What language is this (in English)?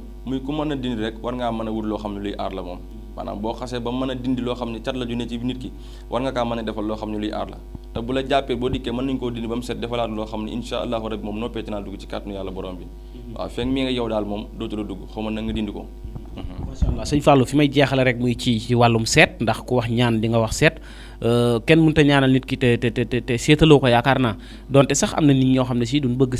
Wolof